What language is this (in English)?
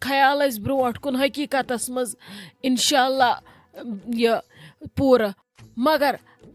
Kashmiri